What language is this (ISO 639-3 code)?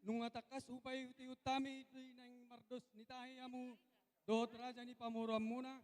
bbc